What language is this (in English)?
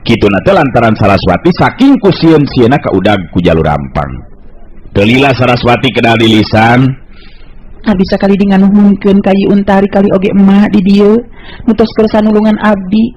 Sundanese